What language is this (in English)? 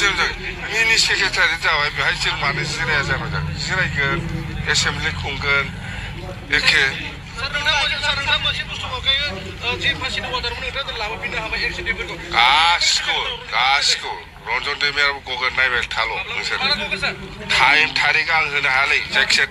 Bodo